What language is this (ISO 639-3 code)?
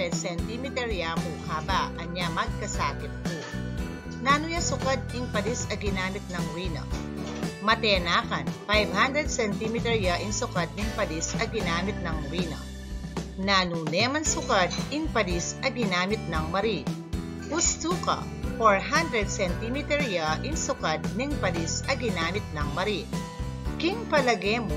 pam